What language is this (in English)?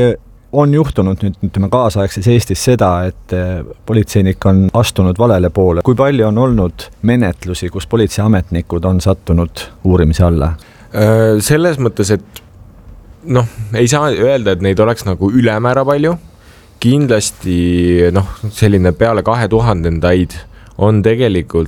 Estonian